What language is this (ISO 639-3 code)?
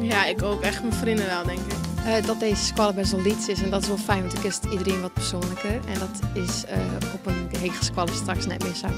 fry